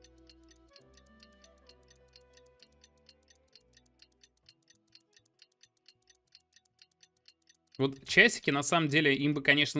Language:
Russian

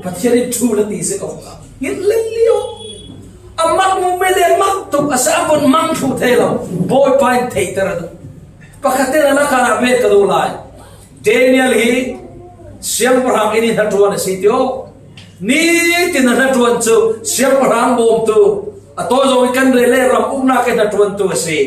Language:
Falam Chin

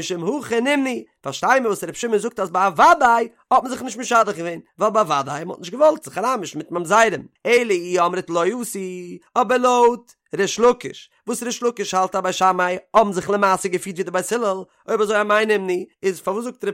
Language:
Yiddish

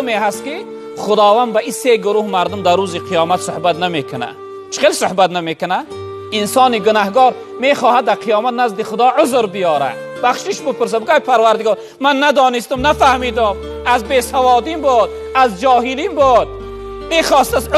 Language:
Tajik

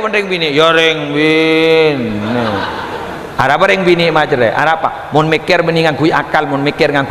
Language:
Madurese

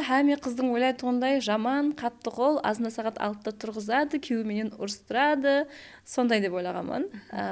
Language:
Kara-Kalpak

